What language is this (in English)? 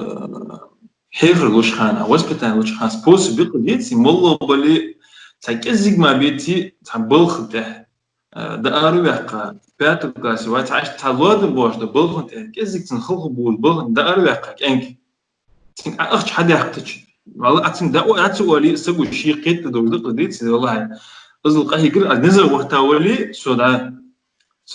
Ingush